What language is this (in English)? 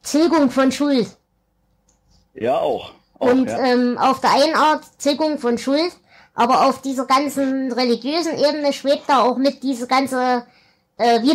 German